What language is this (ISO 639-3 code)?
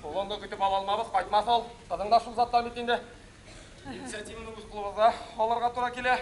bak